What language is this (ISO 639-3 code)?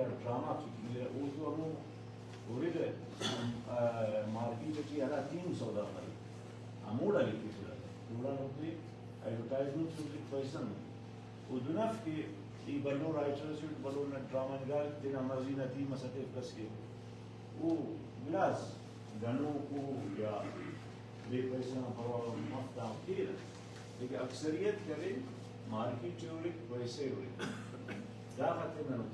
brh